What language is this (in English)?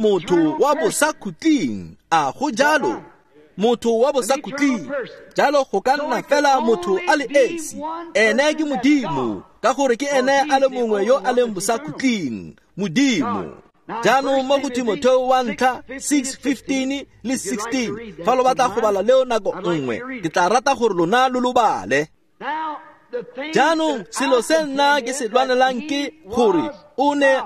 Tswana